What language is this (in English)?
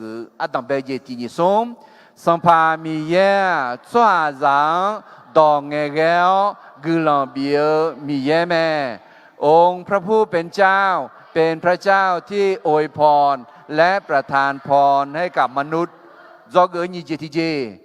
Akha